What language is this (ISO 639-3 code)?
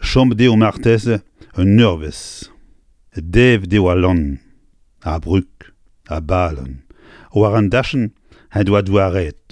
bre